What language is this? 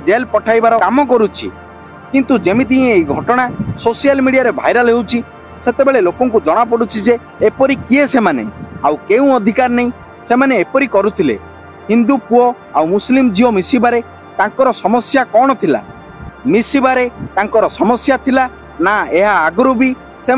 Odia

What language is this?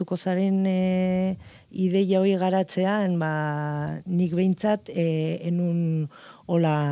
Basque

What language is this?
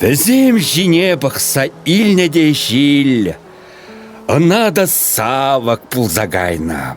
Chuvash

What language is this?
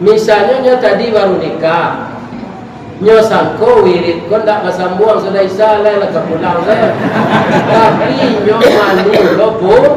Minangkabau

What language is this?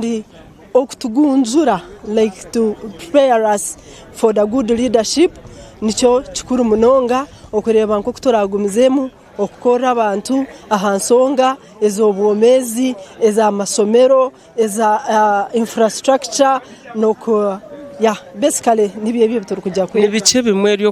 Nyankole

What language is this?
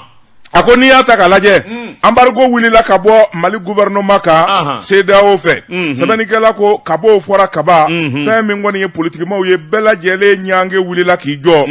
Bambara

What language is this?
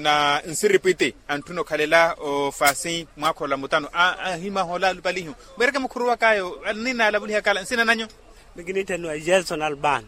Makhuwa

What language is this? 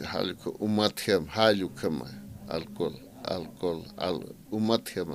Aymara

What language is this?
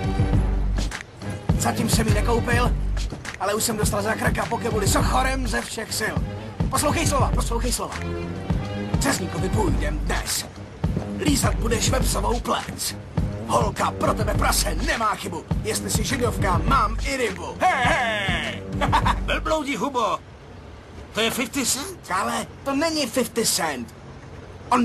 Czech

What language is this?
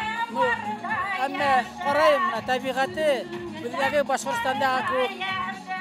Bashkir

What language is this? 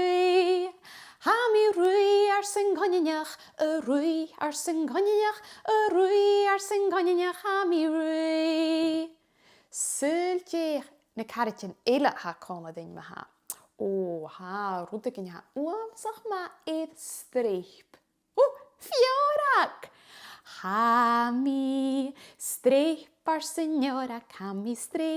Scottish Gaelic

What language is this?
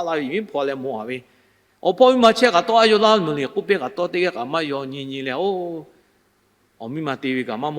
Lahu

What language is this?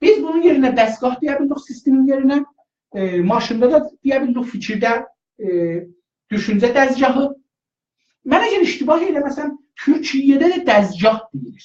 South Azerbaijani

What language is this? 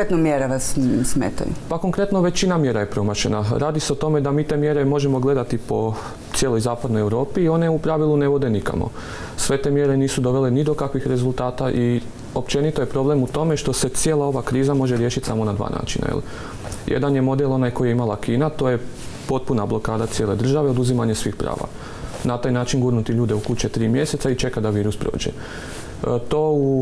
Croatian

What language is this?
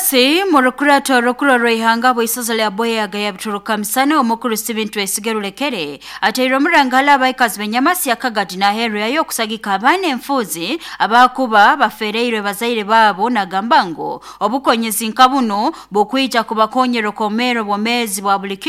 Nyoro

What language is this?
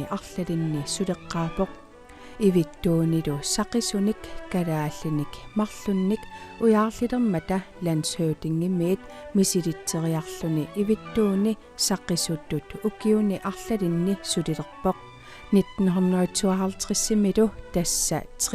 Kalaallisut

